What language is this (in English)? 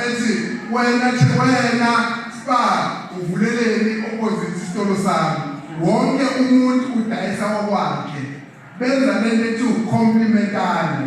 Zulu